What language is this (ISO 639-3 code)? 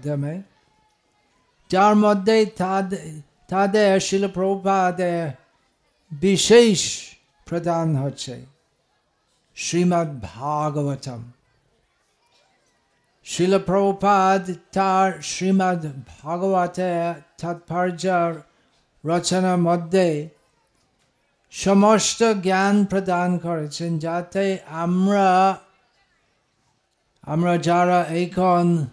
ben